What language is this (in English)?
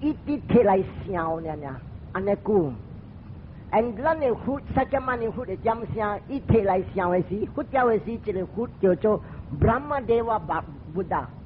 Min Nan Chinese